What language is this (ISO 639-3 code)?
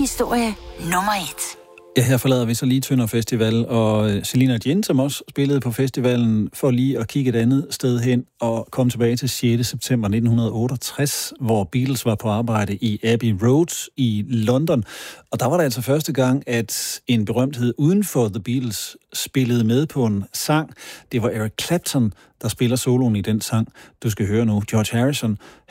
dan